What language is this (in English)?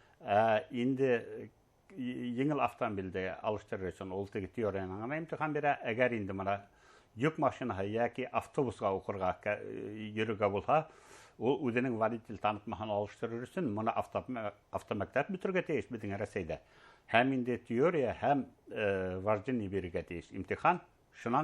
Bashkir